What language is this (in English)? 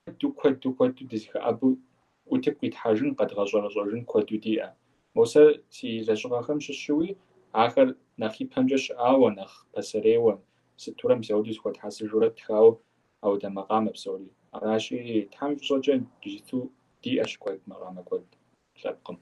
Kabardian